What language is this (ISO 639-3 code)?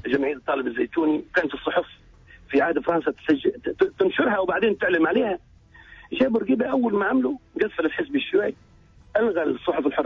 aeb